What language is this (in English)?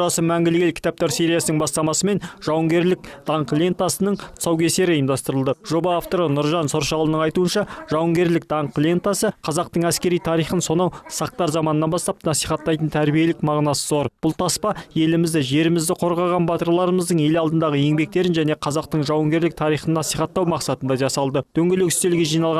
Kazakh